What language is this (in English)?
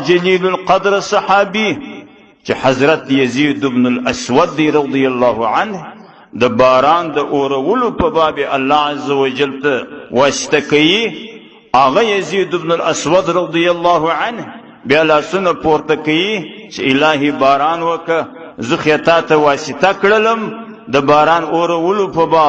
Pashto